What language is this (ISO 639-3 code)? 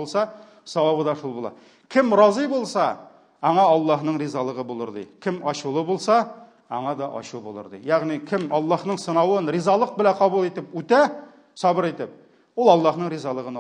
tat